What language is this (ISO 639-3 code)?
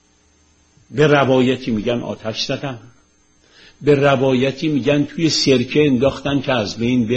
fas